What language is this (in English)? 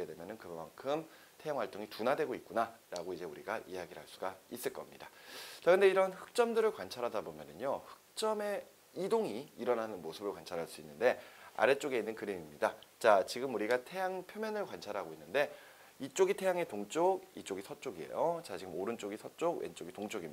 Korean